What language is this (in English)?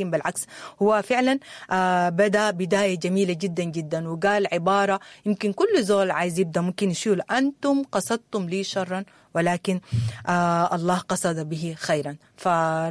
Sudanese Arabic